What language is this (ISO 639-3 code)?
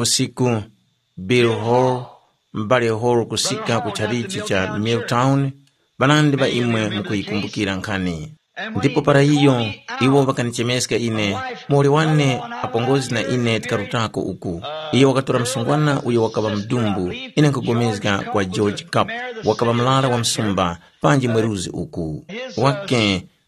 tum